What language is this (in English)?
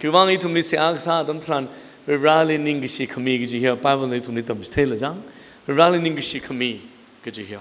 Tangkhul Naga (India)